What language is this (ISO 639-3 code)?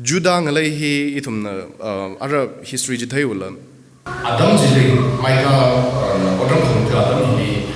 nmf